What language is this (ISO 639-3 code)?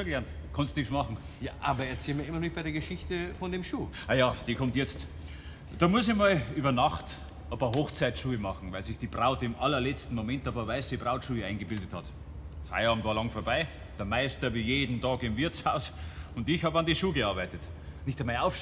bar